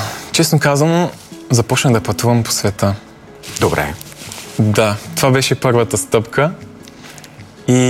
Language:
Bulgarian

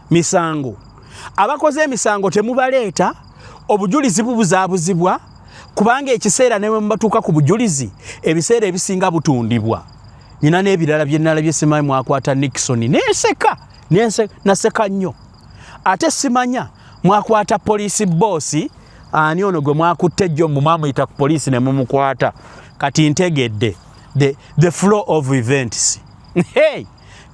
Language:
Ganda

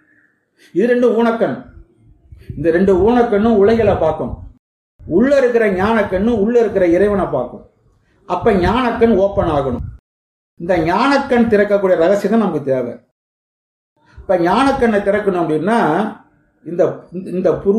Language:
Tamil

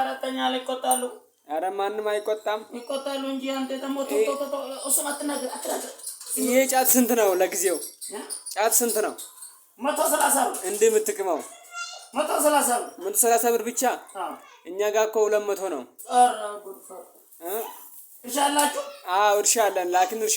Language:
Amharic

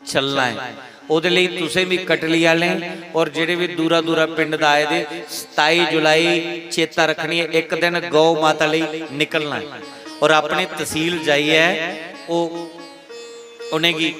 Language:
Dogri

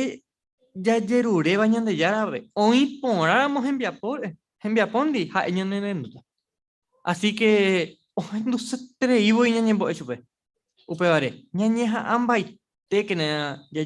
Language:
Guarani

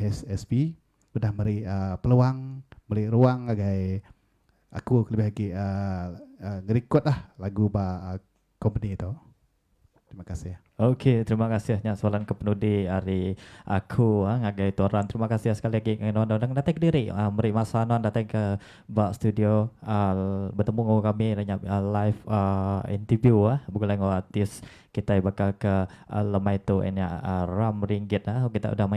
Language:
Iban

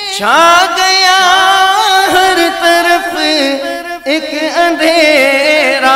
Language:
Urdu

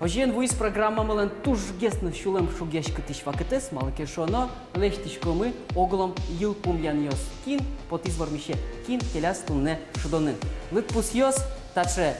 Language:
Udmurt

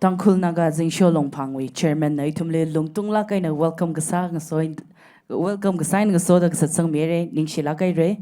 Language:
Tangkhul Naga (India)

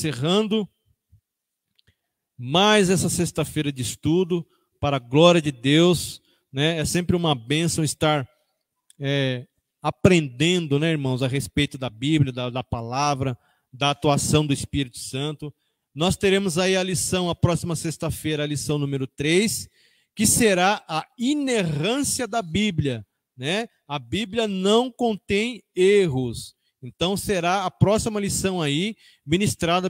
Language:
Portuguese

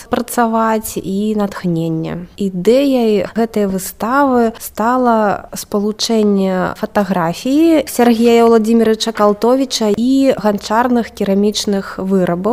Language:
Belarusian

